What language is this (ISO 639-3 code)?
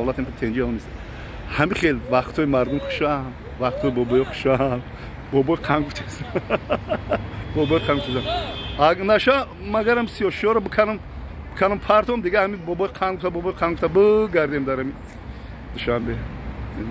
tgk